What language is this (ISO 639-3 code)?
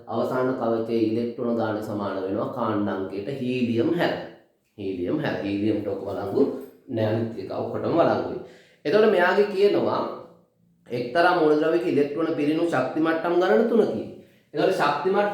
sin